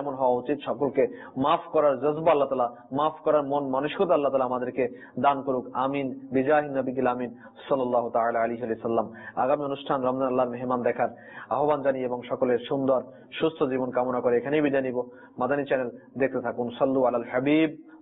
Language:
Bangla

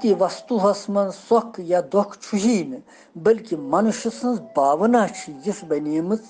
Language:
Kashmiri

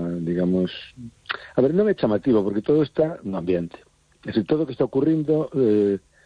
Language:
Galician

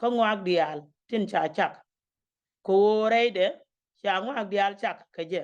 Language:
Nuer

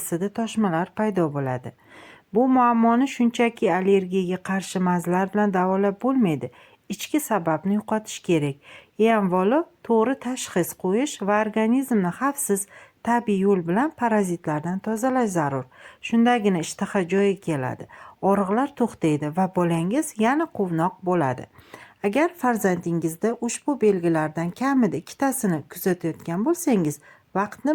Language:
Uzbek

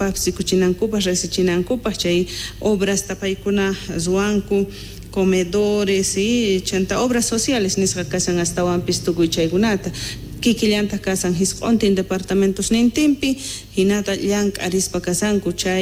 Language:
South Bolivian Quechua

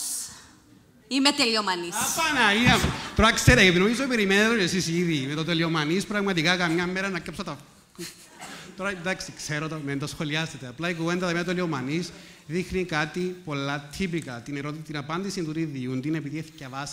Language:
Greek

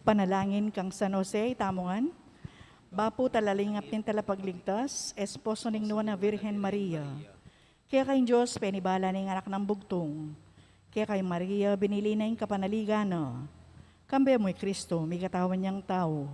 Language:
Pampanga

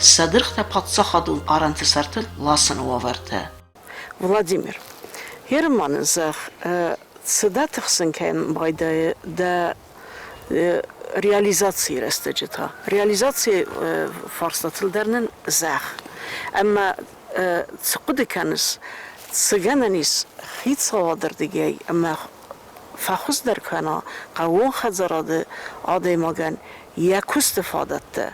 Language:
Ossetic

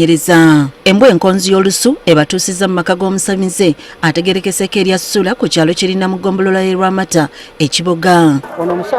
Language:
Ganda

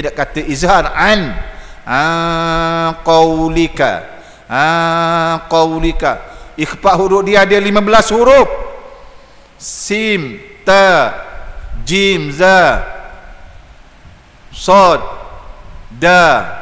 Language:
Malay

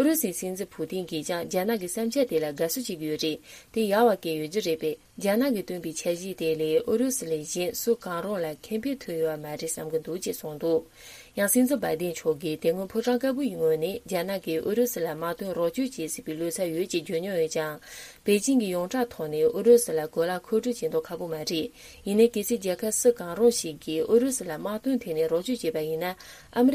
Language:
Tibetan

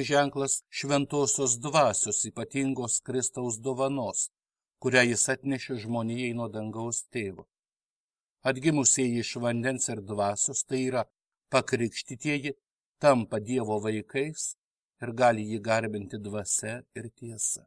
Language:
Lithuanian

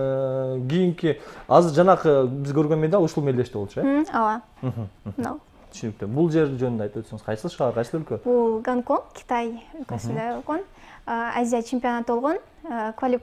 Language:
Kyrgyz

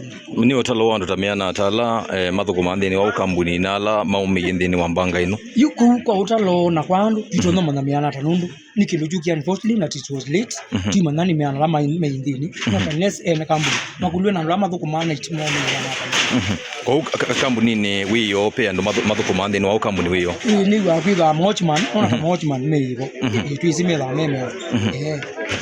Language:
Kamba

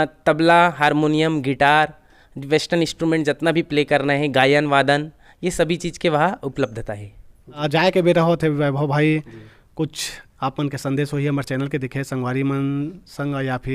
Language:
Chhattisgarhi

